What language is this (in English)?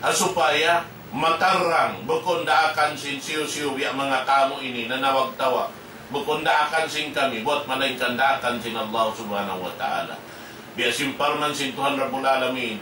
Tausug